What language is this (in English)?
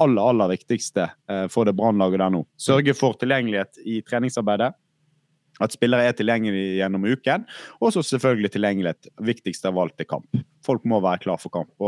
Norwegian